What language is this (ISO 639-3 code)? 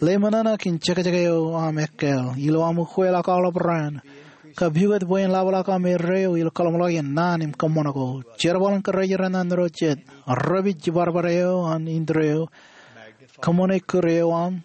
mah